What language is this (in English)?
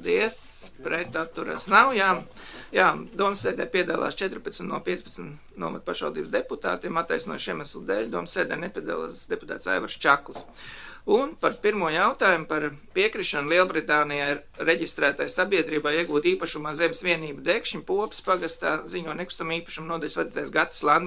Latvian